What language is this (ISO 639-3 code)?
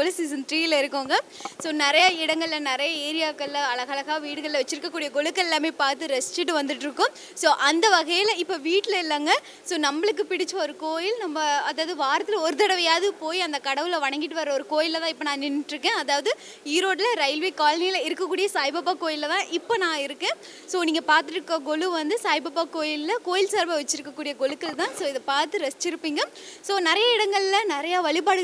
tam